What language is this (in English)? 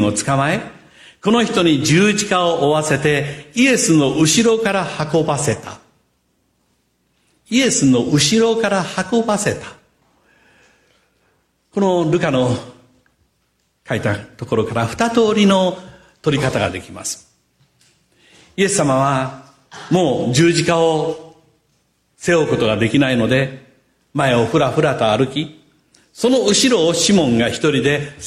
Japanese